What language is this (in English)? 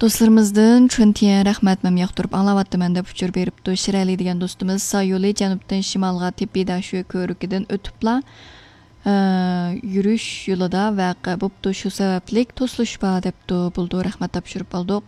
Uyghur